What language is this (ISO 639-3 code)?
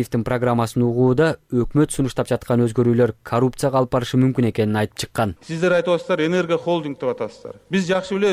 kir